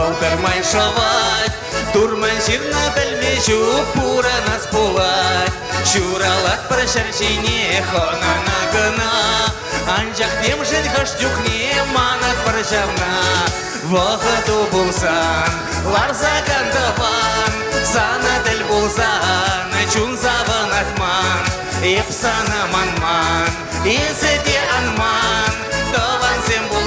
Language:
Chuvash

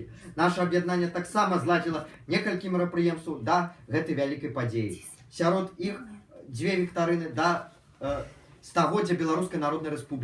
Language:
Belarusian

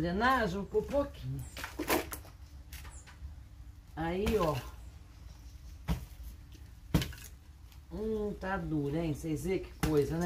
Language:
Portuguese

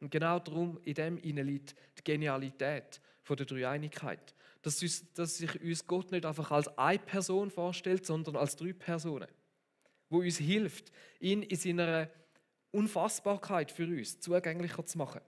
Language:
Swiss German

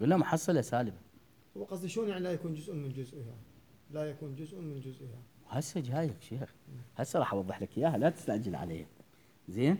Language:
Mesopotamian Arabic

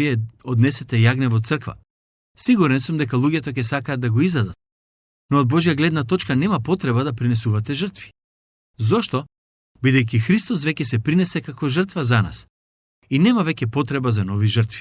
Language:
Macedonian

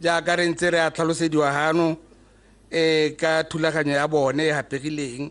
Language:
Tswana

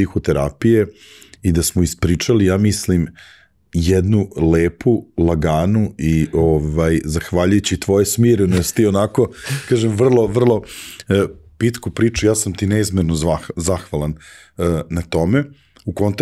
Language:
Serbian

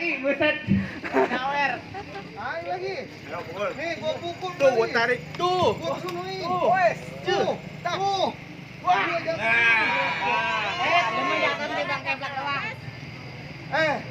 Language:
Betawi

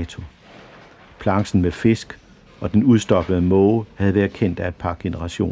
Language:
Danish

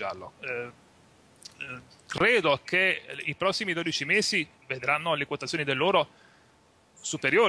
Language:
Italian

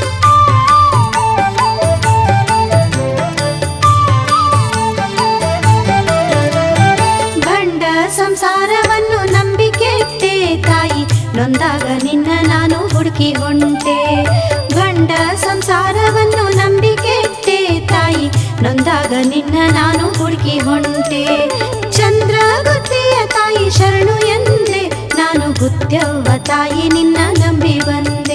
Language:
Kannada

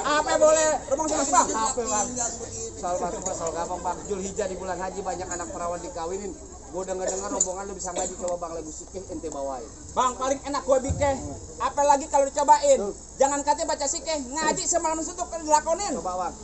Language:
Betawi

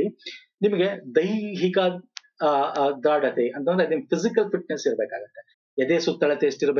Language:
Kannada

